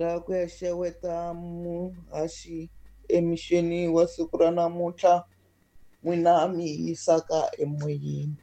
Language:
Tsonga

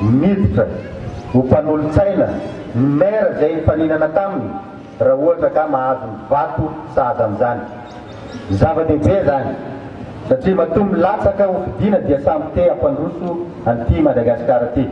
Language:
Malagasy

